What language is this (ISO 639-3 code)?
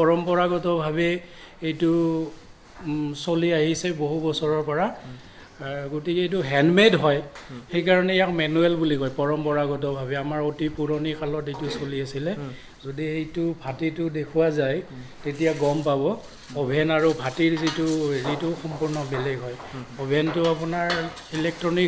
asm